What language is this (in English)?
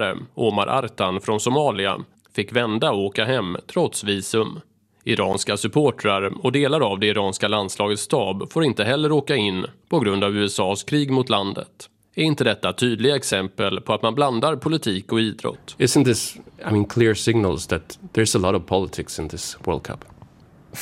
Swedish